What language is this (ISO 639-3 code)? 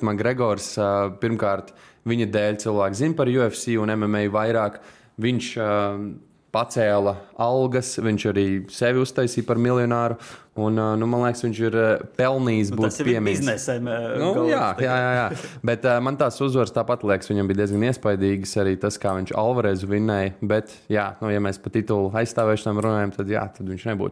lav